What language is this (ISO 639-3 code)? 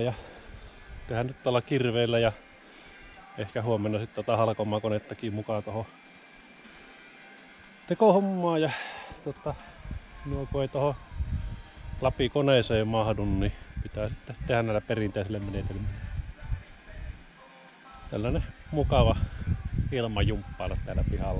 fin